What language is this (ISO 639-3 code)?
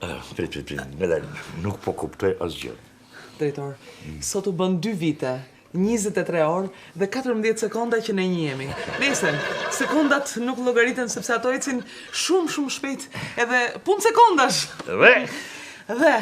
sqi